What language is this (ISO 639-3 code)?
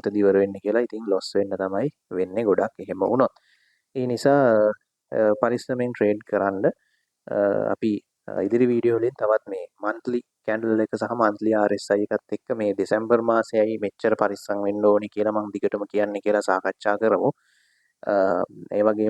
sin